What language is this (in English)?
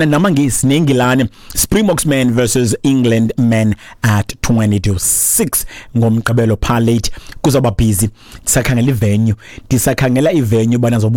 Xhosa